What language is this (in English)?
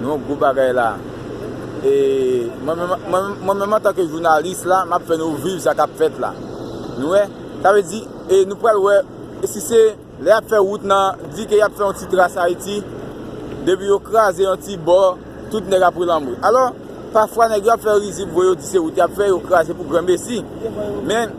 Haitian Creole